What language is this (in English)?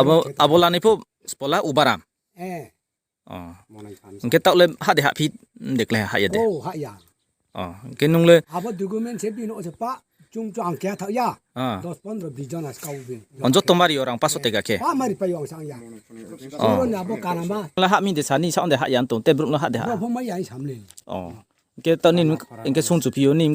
Riang (India)